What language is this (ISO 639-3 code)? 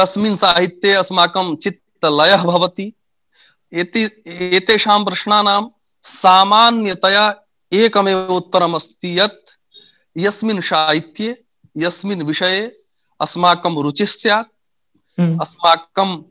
san